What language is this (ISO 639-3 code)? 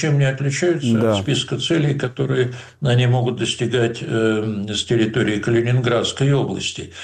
rus